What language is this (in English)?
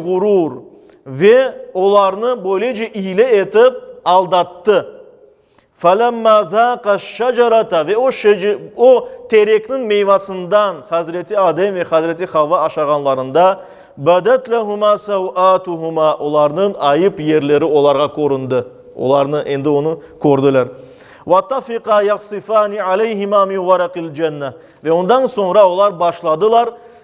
Crimean Tatar